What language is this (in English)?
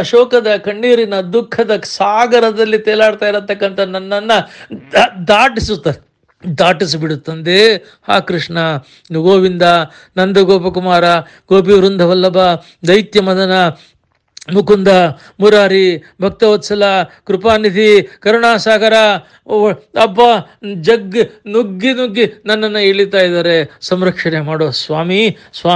Kannada